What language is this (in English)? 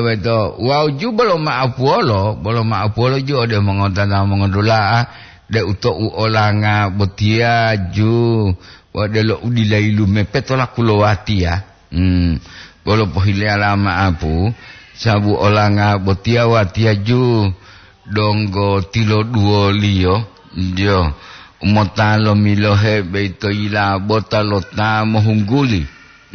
Gorontalo